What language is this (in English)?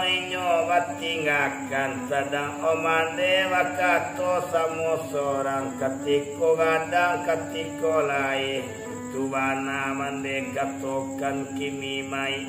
Minangkabau